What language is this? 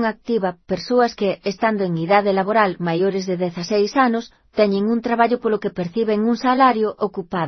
Galician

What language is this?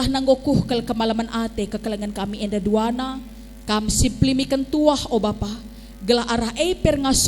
Batak Karo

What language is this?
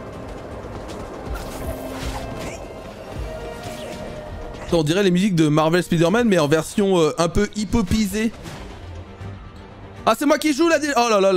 French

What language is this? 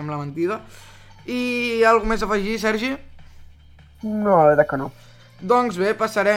Catalan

